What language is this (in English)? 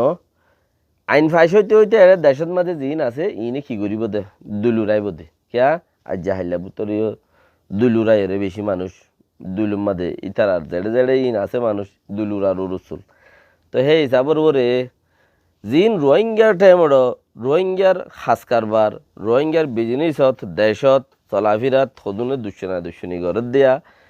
Rohingya